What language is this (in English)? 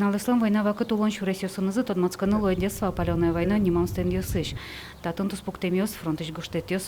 Udmurt